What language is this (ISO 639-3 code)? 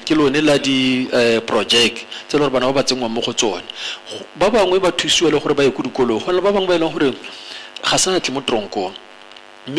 tsn